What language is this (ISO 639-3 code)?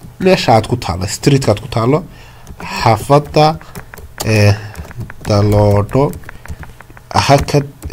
som